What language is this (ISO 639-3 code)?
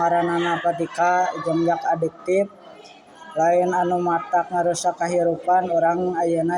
sun